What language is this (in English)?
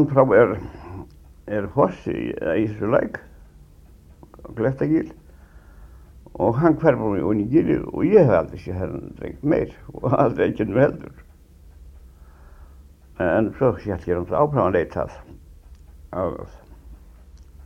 Icelandic